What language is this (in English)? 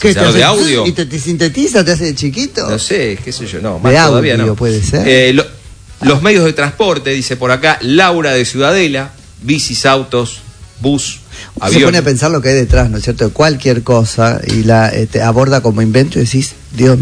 Spanish